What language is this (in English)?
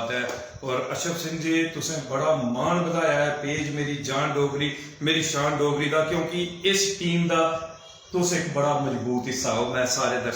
Dogri